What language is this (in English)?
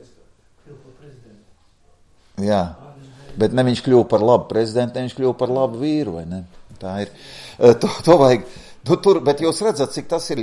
Latvian